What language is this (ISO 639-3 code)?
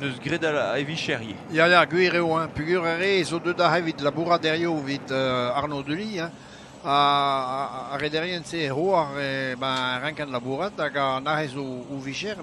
bre